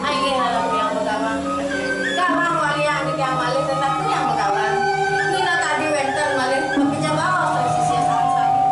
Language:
Balinese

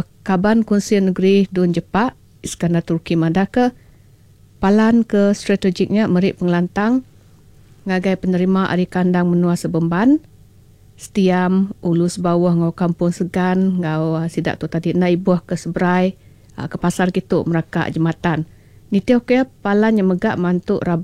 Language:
Iban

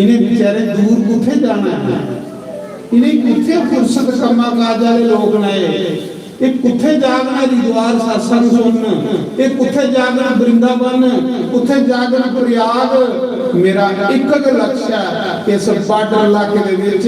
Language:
Dogri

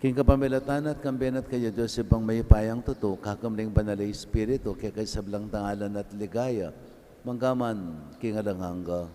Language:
Pampanga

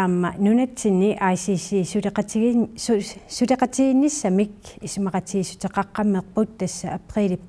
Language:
Kalaallisut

